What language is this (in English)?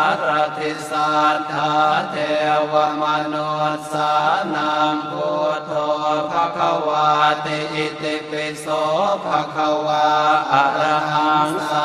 Pali